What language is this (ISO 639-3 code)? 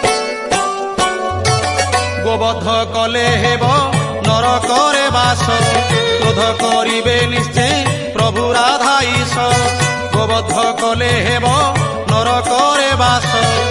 ori